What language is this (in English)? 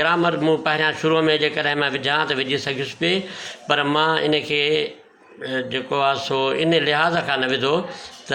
Sindhi